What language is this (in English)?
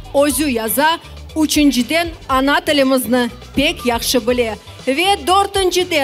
Crimean Tatar